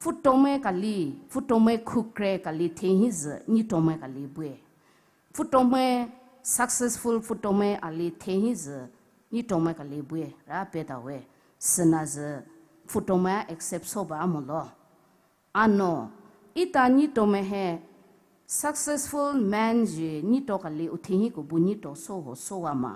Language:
Poumei Naga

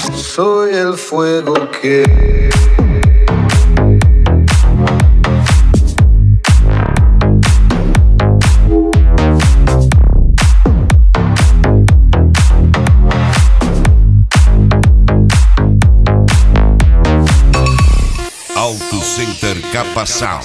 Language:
Portuguese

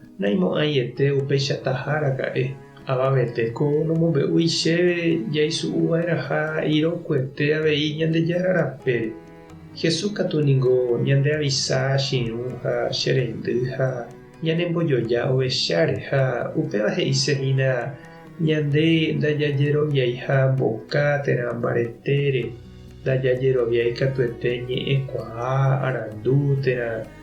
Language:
Guarani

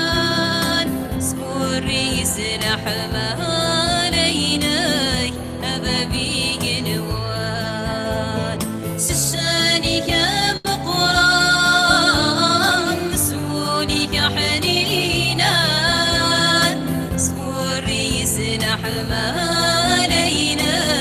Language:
Kabyle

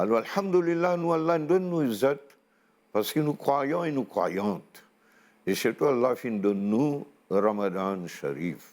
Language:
Morisyen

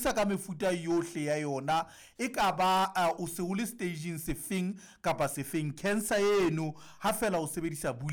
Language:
Southern Sotho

